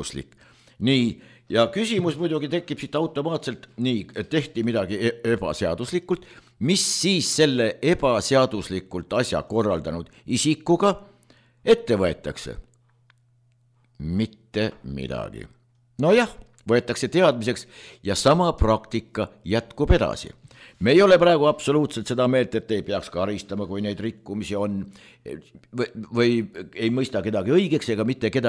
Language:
Estonian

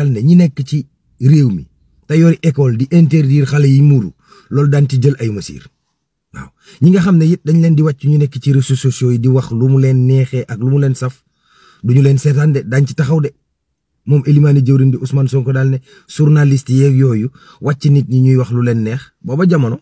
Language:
Wolof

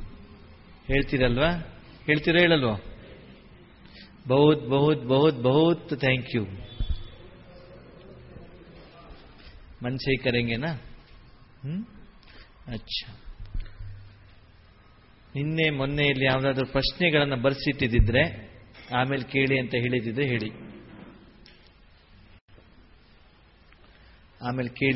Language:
Kannada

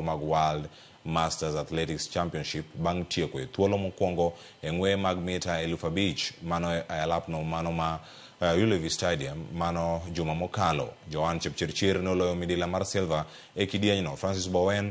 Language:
Luo (Kenya and Tanzania)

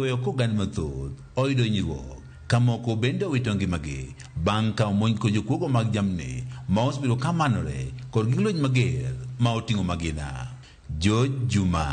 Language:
Luo (Kenya and Tanzania)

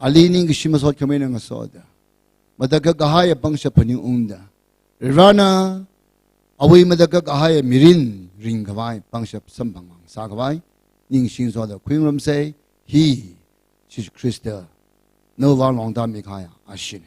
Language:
Tangkhul Naga (India)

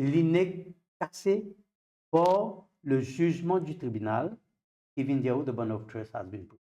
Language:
Morisyen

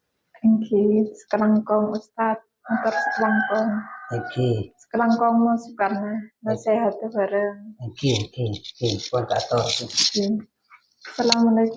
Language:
Madurese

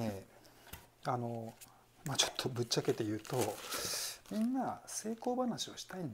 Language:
Japanese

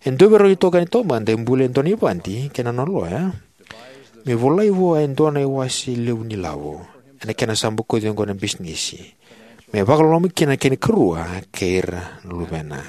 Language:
Fijian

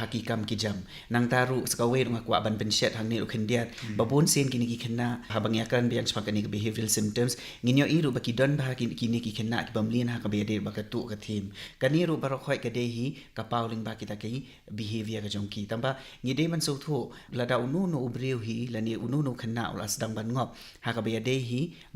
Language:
Khasi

